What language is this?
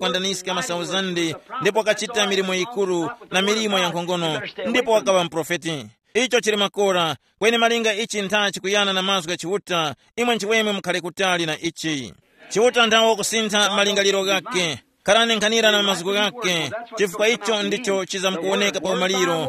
Tumbuka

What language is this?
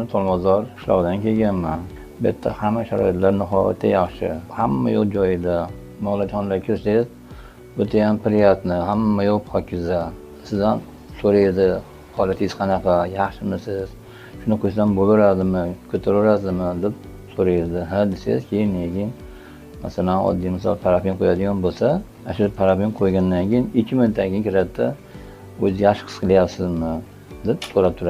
Uzbek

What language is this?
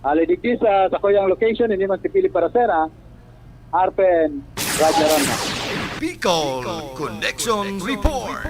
Bikol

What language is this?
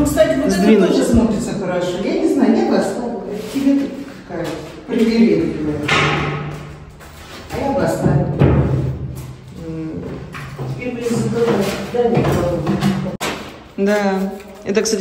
Russian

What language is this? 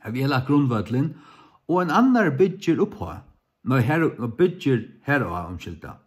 Faroese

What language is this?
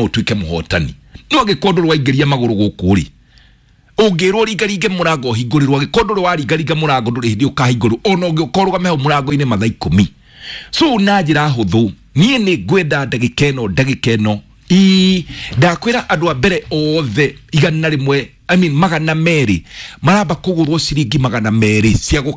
Kikuyu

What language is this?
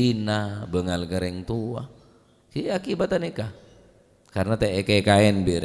Madurese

